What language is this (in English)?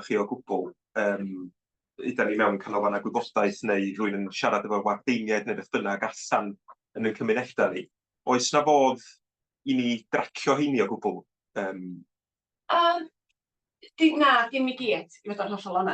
Welsh